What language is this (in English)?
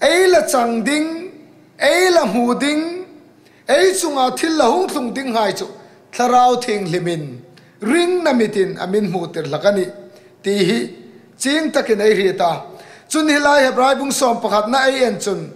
Hmar